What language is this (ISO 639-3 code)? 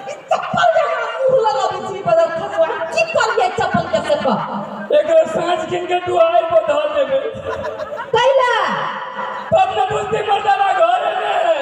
mai